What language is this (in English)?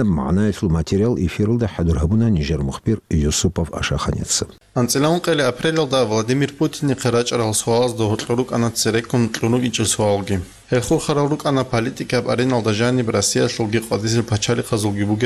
Avaric